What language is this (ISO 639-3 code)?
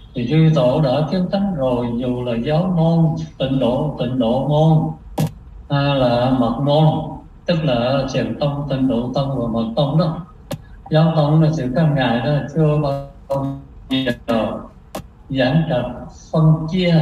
vie